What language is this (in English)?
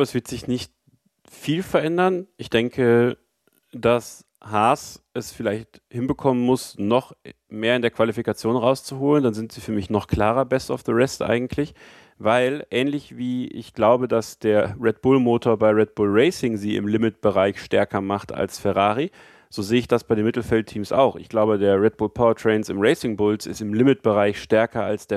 German